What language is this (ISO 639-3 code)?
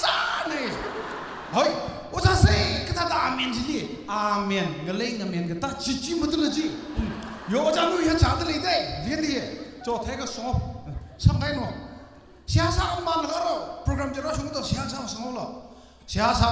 nmf